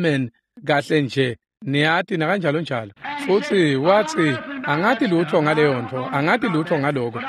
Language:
Swati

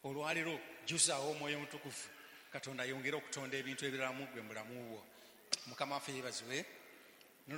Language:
Ganda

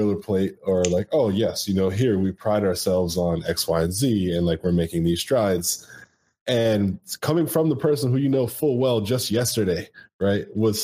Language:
English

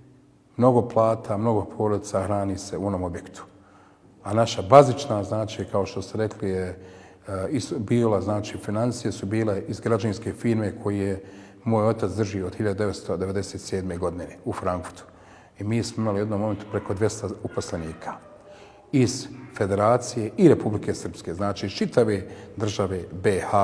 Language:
Bosnian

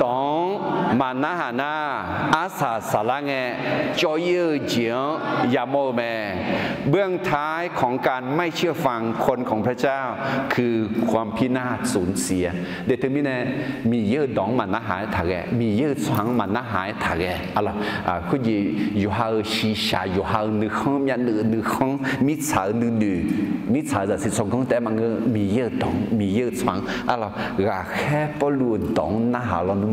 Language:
Akha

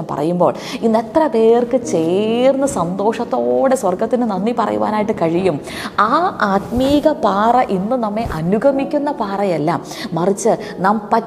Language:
Malayalam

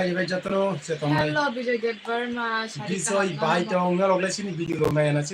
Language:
Kok Borok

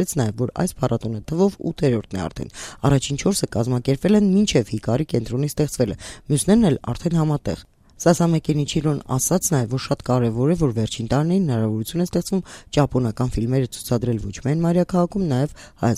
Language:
Armenian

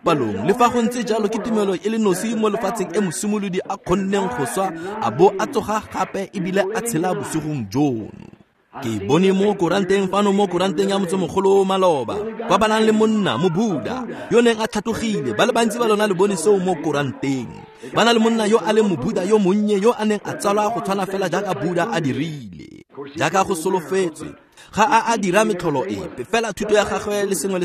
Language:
Tswana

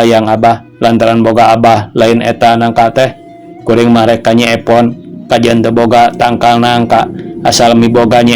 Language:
Sundanese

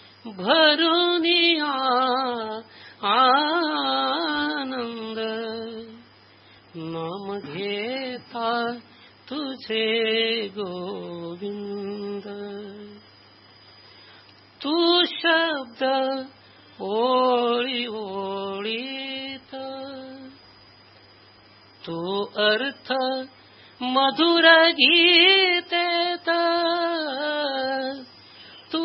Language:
Marathi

